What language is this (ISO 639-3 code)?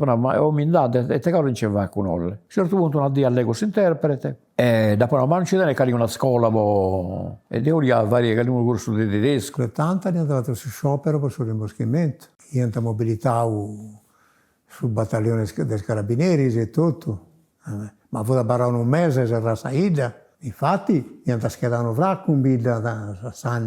srd